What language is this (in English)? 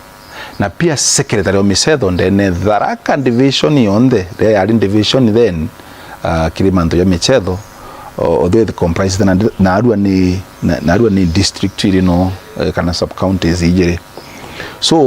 Meru